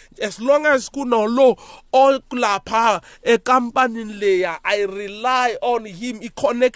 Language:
South Ndebele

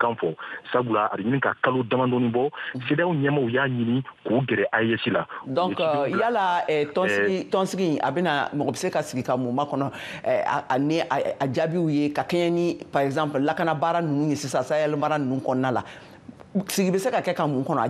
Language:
Bambara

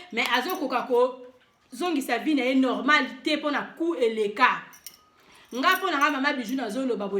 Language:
Lingala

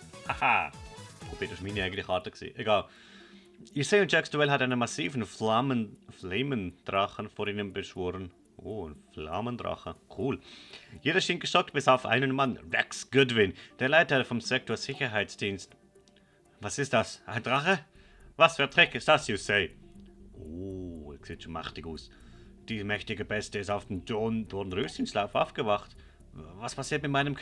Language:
Swiss German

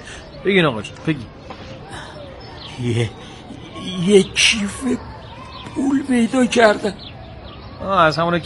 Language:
Persian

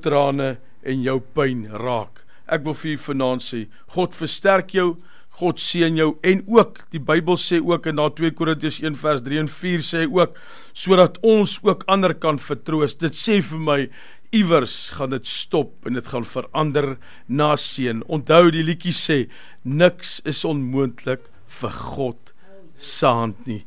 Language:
Afrikaans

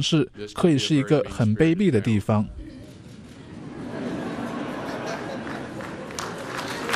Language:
Chinese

